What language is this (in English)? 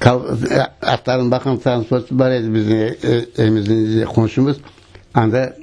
Crimean Tatar